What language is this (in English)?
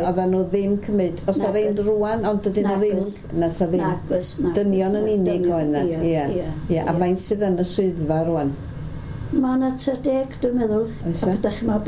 Welsh